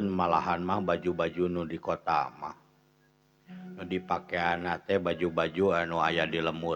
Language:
Sundanese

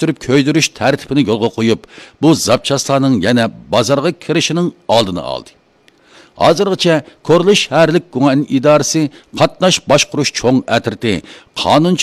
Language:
Uyghur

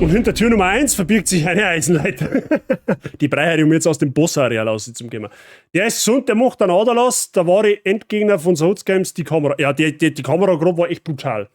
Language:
Bavarian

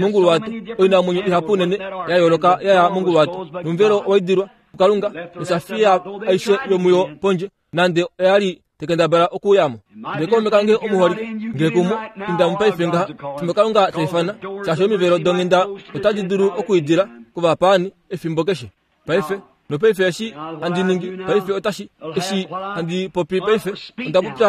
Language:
Kuanyama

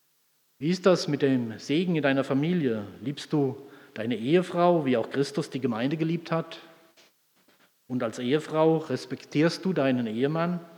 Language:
German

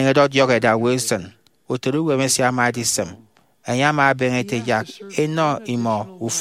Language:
Efik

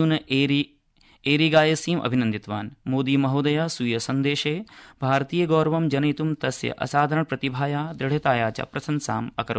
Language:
Sanskrit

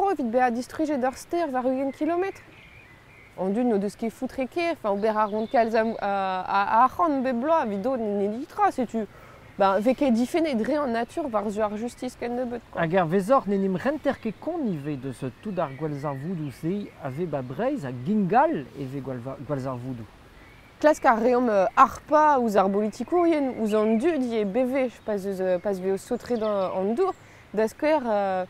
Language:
Breton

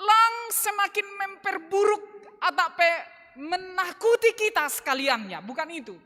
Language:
Batak Simalungun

